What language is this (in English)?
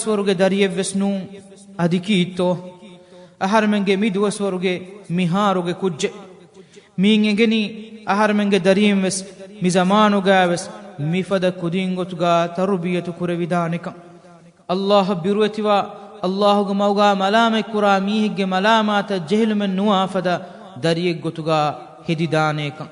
Divehi